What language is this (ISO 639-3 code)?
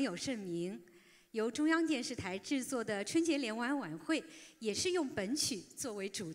zho